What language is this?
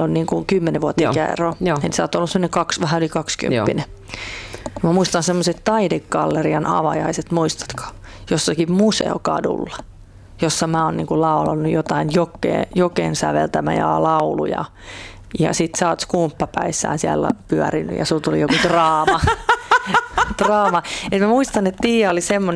Finnish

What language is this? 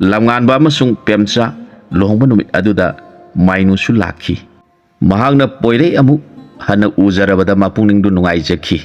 Manipuri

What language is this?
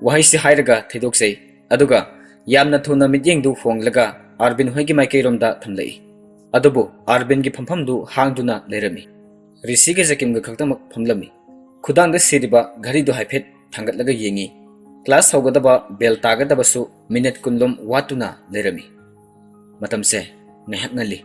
Manipuri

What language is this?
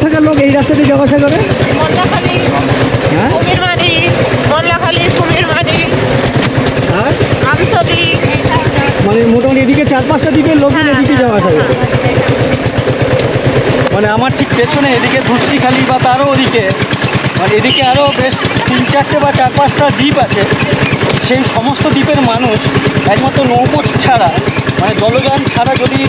Bangla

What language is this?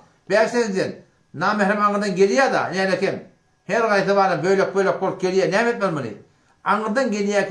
Turkmen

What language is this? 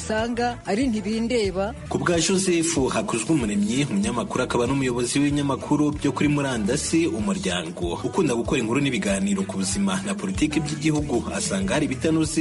Kinyarwanda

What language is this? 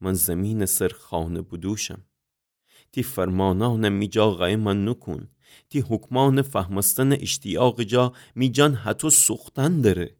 Gilaki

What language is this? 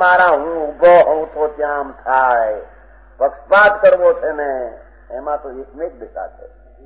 Gujarati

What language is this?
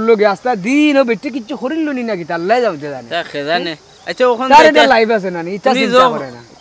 Sylheti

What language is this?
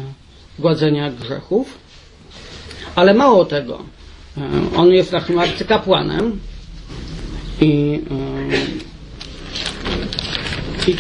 Polish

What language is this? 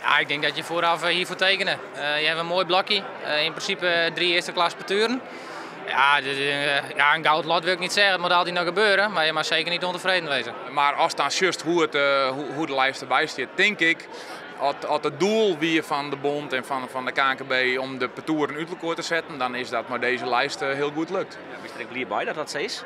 Western Frisian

